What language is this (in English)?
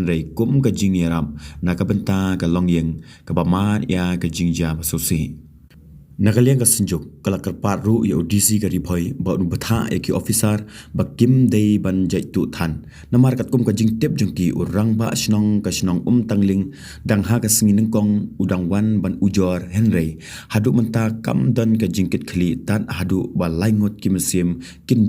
Khasi